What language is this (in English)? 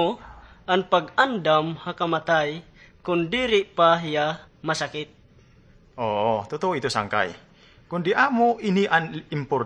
Waray